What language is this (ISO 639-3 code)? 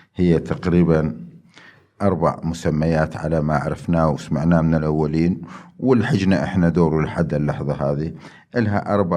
acm